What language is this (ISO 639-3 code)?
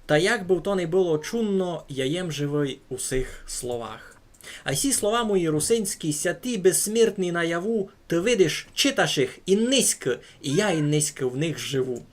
rue